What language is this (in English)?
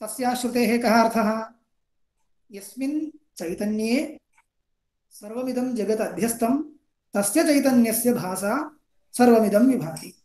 Sanskrit